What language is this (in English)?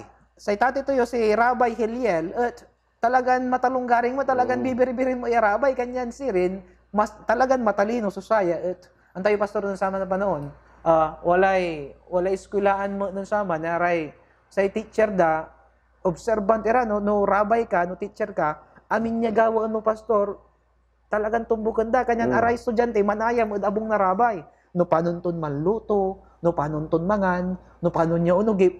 Pangasinan